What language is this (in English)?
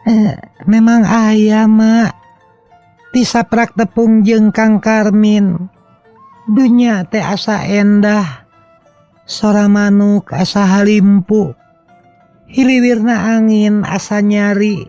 Sundanese